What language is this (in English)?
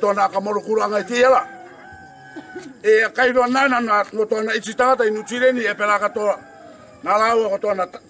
Rarotongan